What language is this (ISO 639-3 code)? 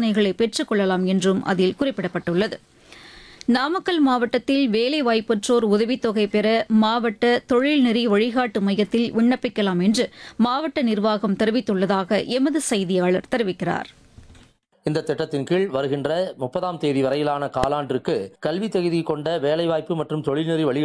tam